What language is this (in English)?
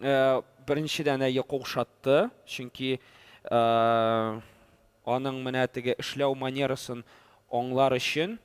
Tatar